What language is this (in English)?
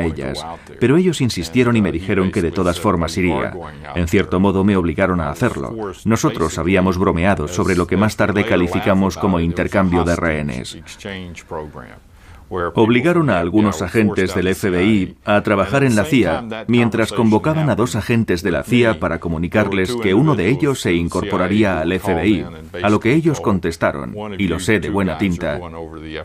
Spanish